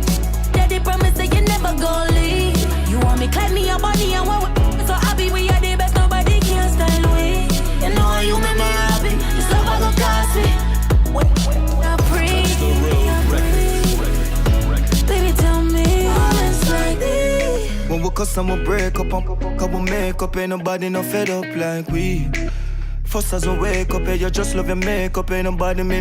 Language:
Jamaican Creole English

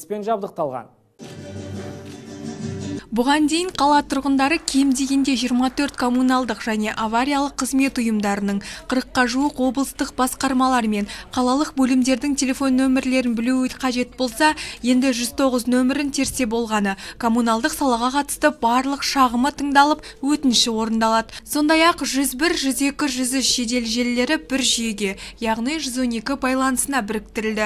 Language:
Kazakh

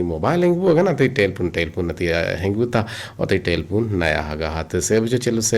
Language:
Eastern Balochi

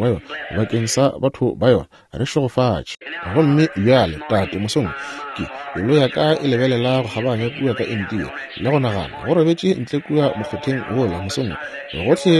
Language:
Northern Sotho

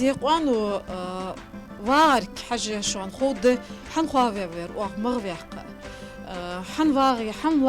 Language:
Ingush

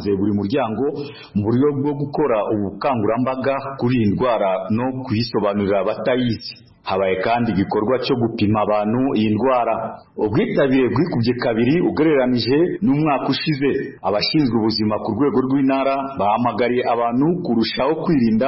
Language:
Kinyarwanda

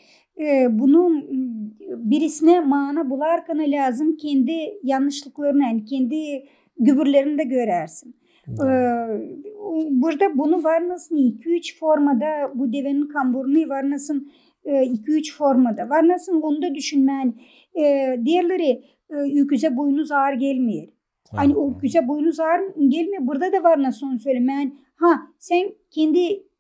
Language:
Gagauz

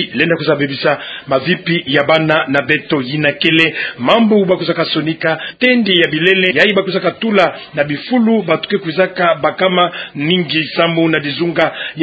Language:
Kituba (Democratic Republic of Congo)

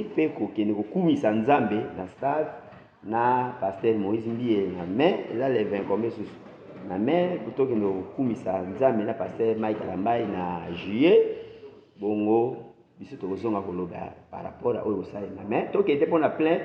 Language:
Lingala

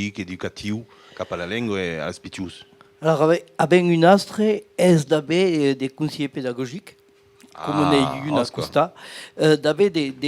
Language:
Occitan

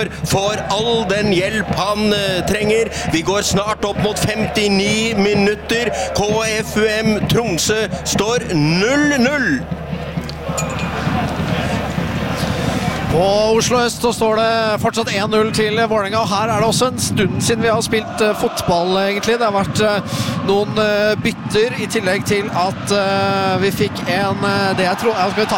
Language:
Norwegian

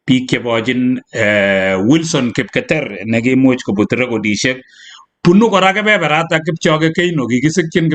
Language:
Kalenjin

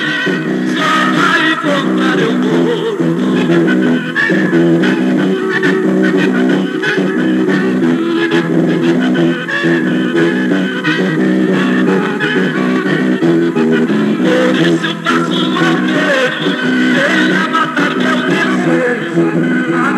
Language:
Portuguese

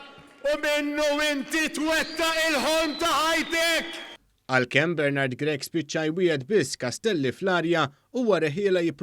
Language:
Maltese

